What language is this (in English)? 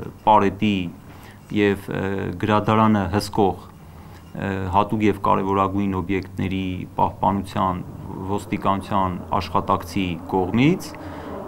Armenian